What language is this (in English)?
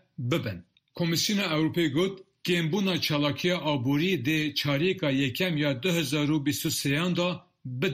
Kurdish